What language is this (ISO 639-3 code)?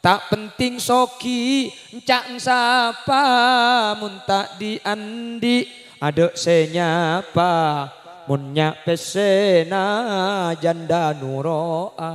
mad